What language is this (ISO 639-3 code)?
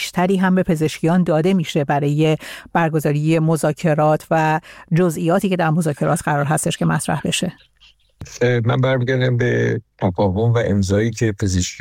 fas